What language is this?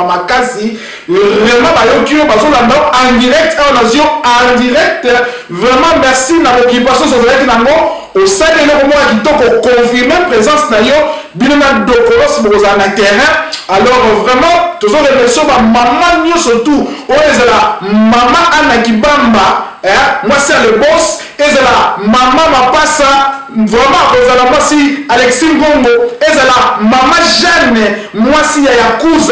Lingala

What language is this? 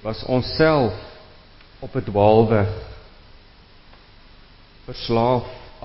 Afrikaans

